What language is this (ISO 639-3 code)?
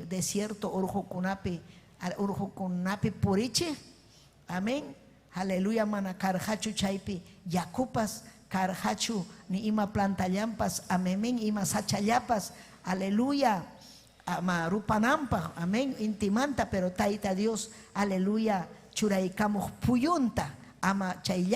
quy